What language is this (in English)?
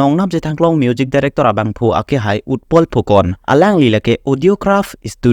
Karbi